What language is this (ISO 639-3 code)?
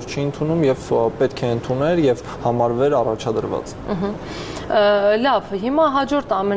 hye